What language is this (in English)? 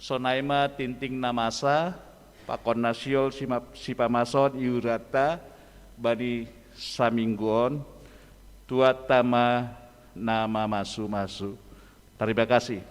Batak Simalungun